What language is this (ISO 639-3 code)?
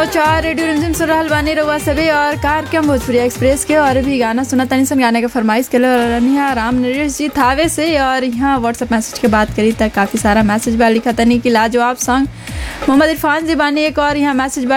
bho